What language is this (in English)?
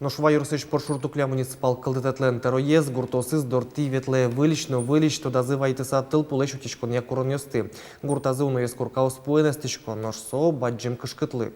Udmurt